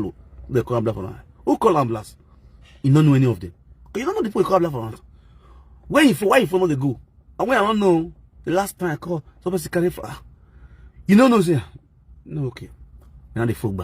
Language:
Nigerian Pidgin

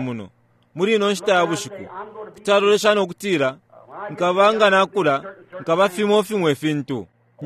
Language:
Bemba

